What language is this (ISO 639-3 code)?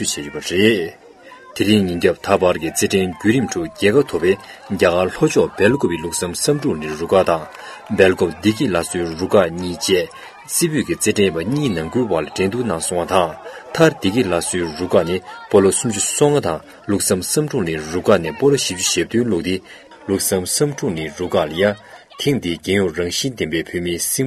bod